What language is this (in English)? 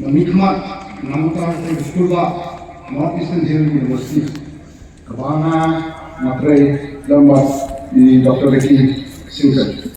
Khasi